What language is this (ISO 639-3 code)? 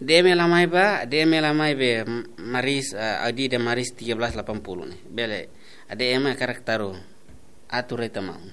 tet